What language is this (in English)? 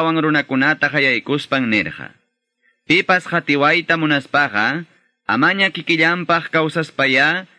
Quechua